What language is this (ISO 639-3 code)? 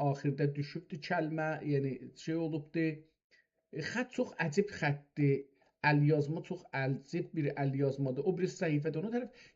azb